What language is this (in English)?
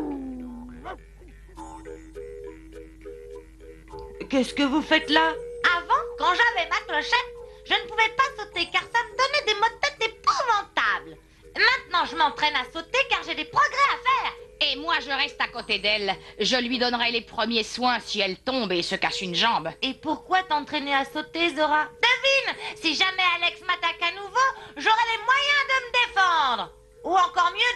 French